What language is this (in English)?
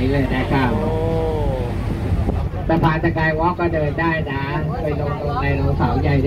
Thai